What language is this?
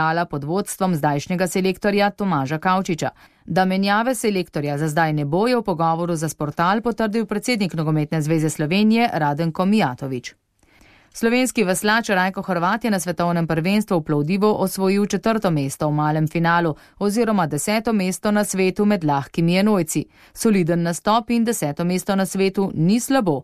Slovenian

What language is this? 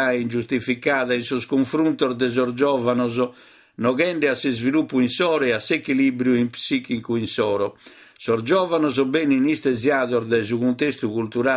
Sardinian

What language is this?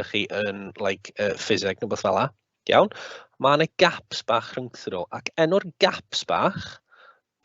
Welsh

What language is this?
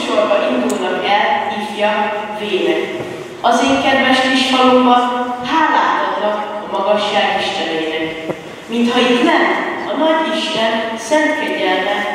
Hungarian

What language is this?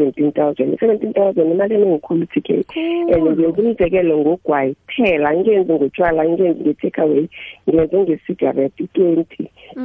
South Ndebele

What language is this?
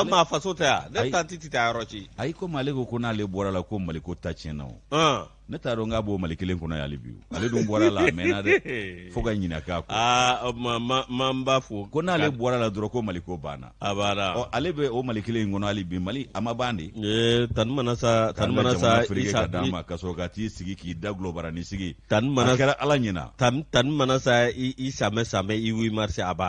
Bambara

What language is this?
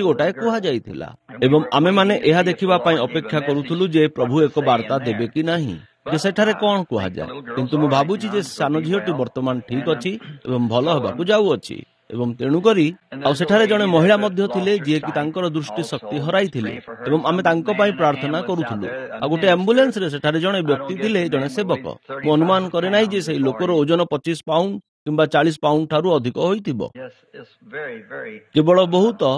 Odia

